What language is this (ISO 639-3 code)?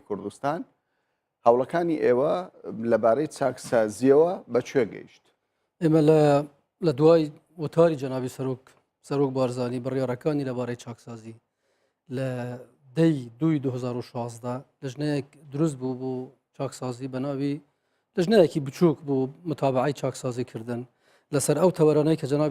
ckb